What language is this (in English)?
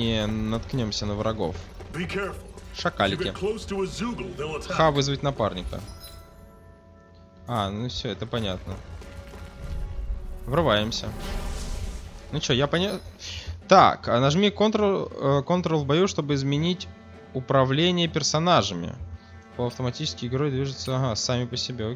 Russian